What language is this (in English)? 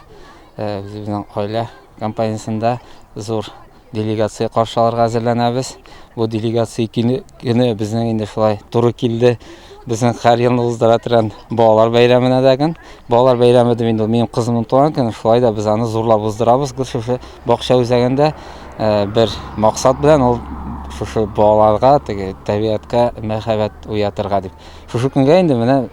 Tatar